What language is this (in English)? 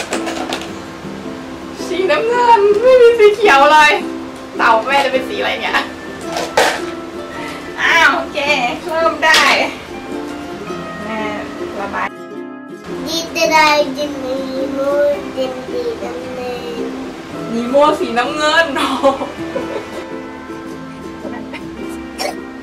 Thai